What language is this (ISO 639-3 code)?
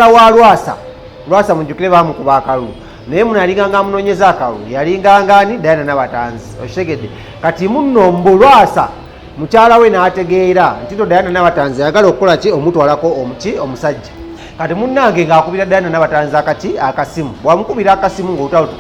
lug